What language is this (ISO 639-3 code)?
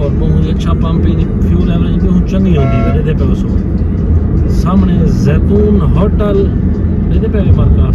skr